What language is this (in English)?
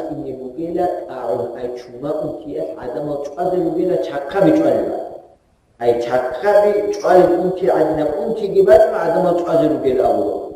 Avaric